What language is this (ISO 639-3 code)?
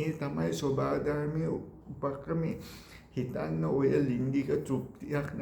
sin